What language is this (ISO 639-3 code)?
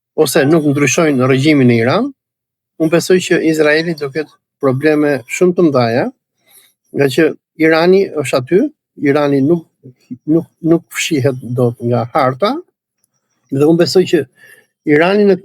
sqi